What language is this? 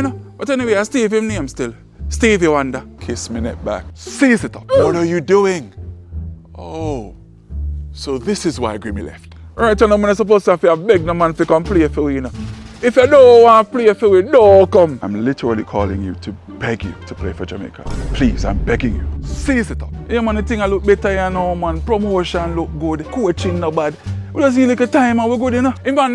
Jamaican Creole English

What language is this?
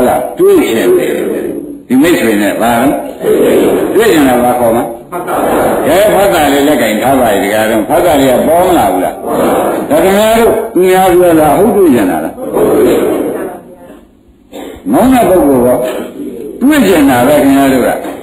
Burmese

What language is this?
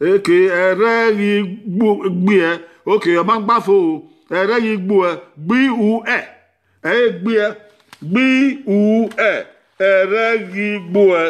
Bini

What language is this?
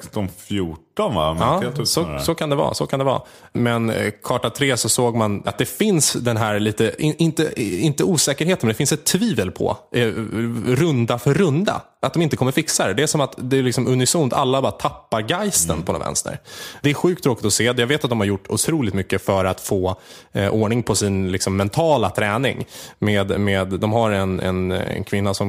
Swedish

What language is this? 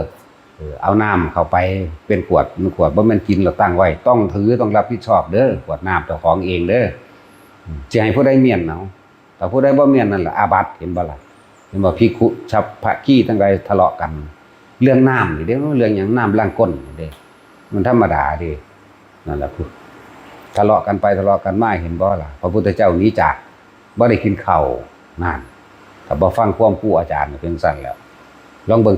Northeastern Thai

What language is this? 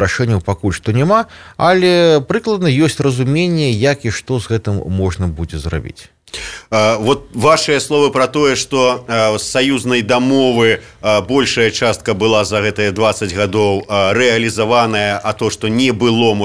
Belarusian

